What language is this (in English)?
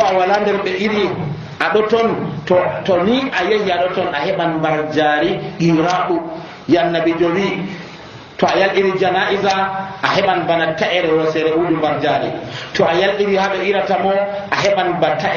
Nigerian Fulfulde